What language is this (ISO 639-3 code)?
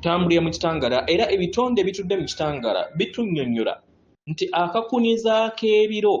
lug